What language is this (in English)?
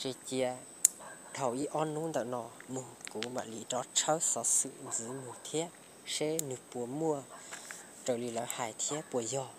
Hmong